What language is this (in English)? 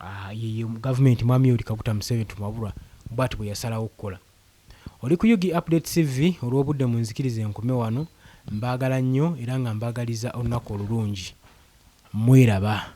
Ganda